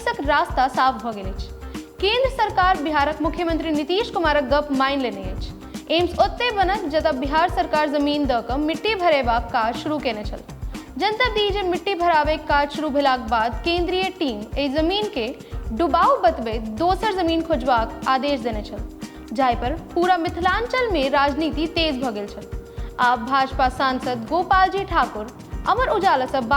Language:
Maithili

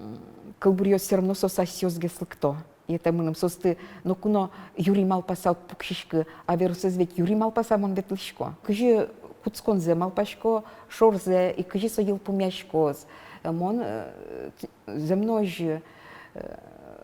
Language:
Udmurt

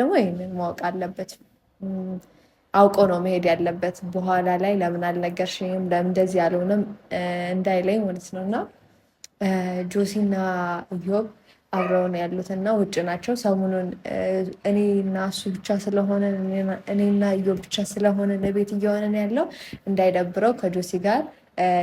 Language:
Amharic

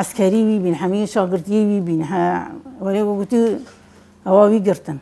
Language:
Kurdish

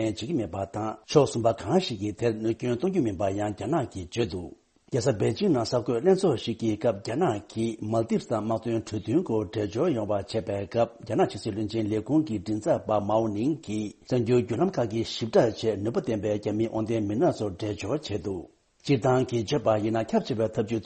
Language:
Tibetan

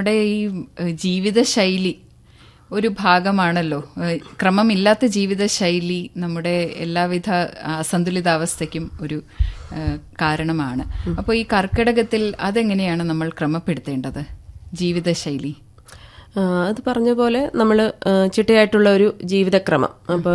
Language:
Malayalam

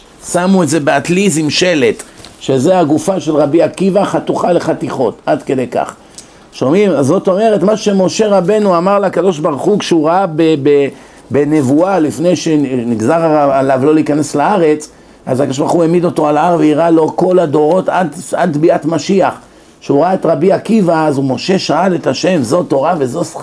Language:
Hebrew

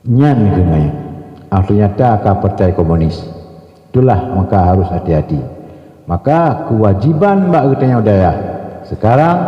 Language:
Achinese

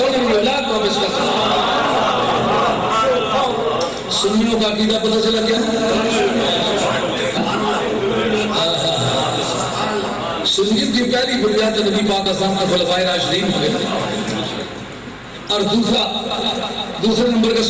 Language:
Urdu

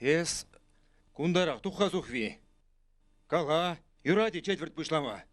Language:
Chuvash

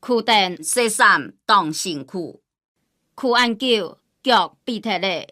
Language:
Hakka Chinese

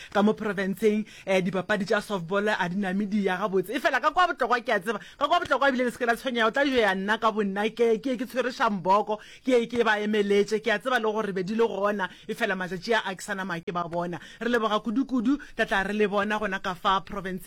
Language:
Northern Sotho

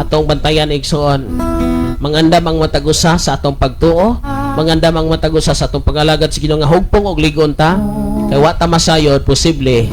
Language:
Cebuano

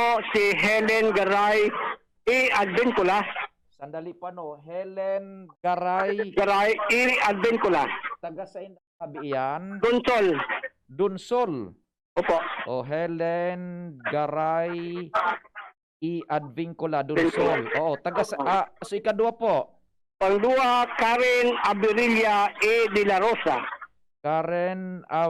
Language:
Bikol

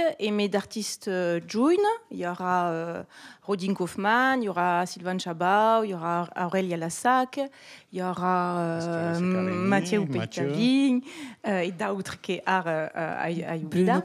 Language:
Occitan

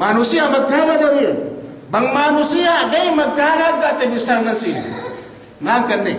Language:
Yakan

